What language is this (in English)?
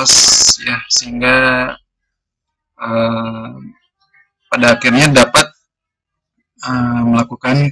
Indonesian